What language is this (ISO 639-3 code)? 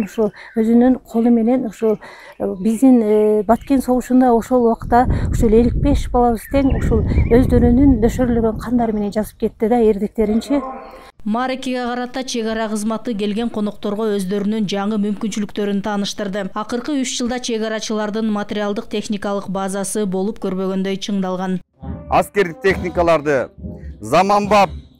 kir